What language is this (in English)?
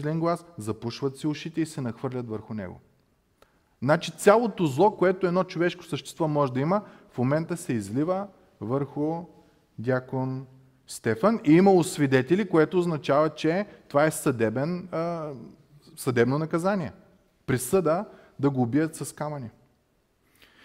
Bulgarian